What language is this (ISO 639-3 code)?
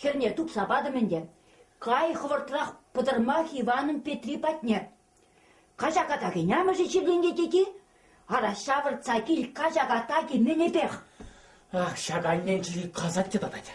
chv